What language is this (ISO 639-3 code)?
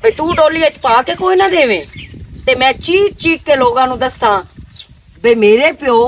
lah